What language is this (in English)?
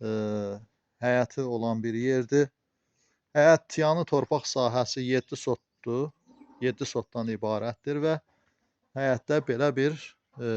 Azerbaijani